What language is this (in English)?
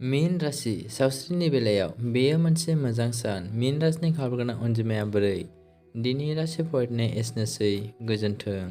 Bodo